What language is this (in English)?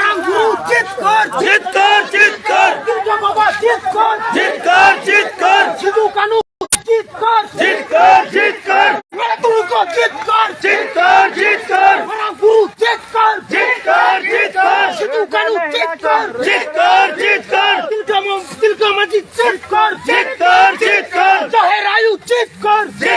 Santali